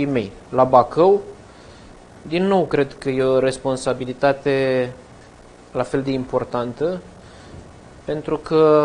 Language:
Romanian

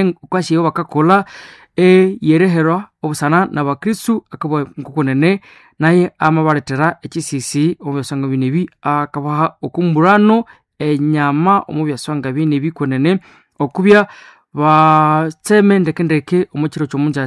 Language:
Nande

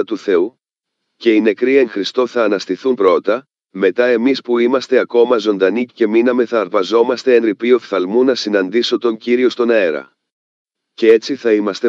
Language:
Greek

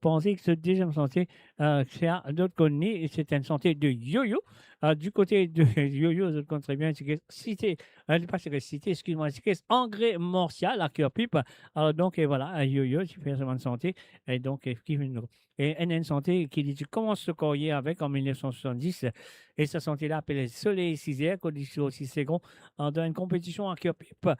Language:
Morisyen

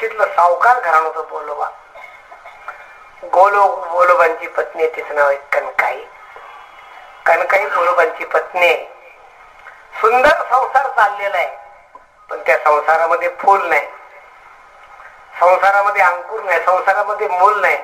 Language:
Marathi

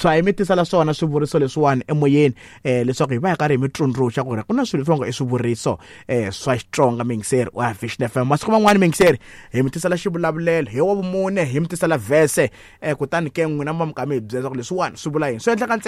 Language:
Tsonga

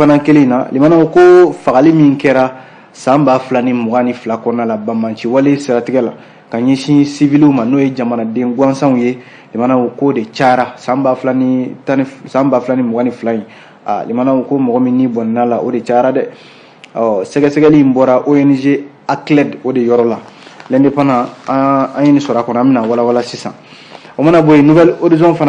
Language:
Bambara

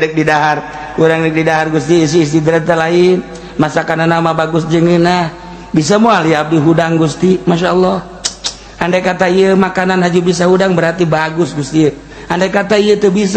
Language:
Sundanese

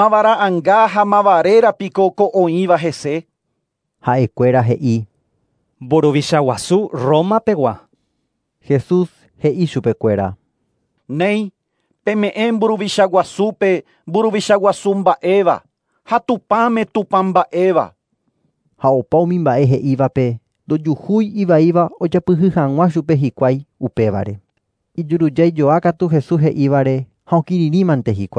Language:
Guarani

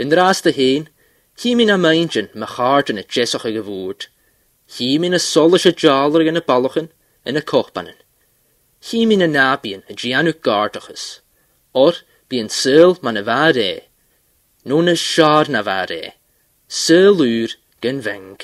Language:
Scottish Gaelic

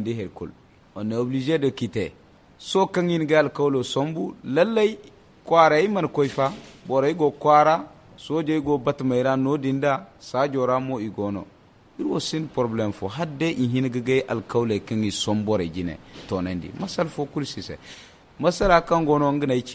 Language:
Zarma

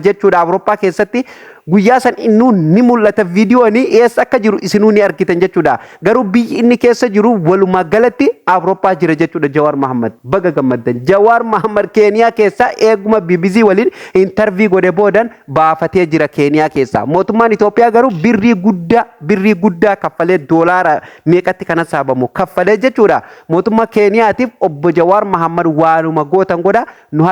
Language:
Oromo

